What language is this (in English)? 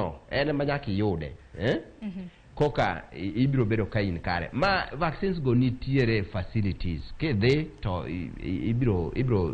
Luo (Kenya and Tanzania)